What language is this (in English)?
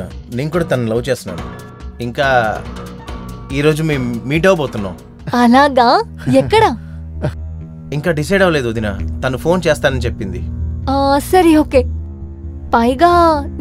Telugu